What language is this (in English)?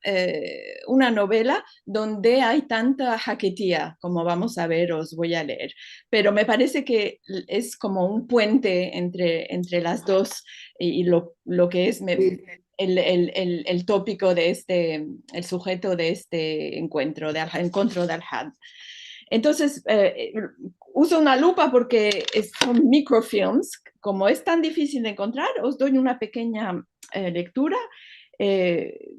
Ladino